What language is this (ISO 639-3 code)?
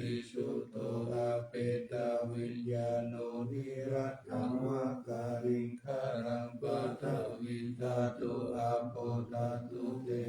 pli